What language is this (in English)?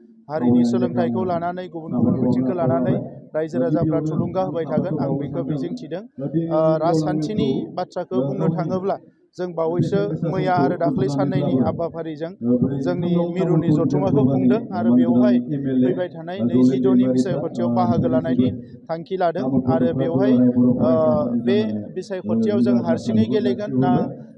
Bodo